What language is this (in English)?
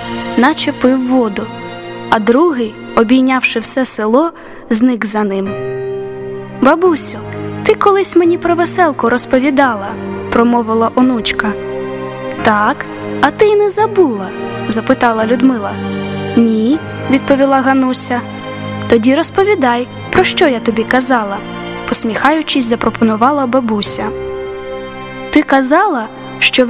Ukrainian